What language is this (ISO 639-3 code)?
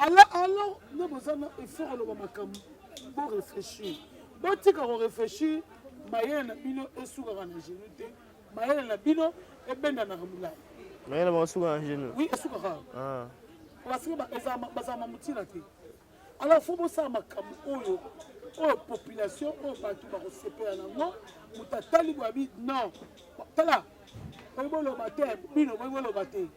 lin